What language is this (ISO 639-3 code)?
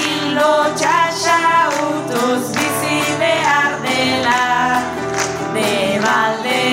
eus